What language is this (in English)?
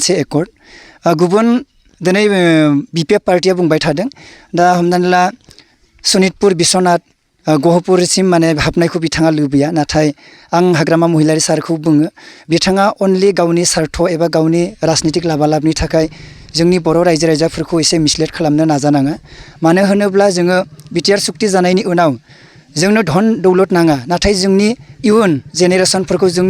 Bodo